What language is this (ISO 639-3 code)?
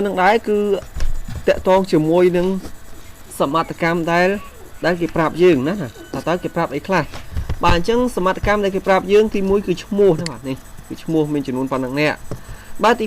khm